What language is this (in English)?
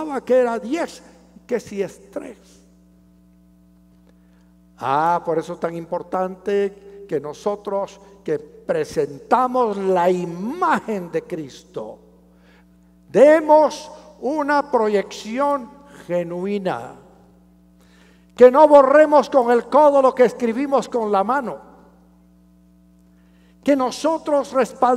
Spanish